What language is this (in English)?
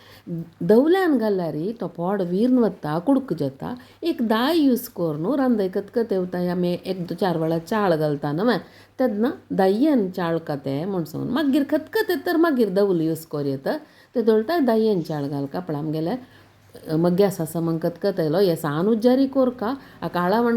Konkani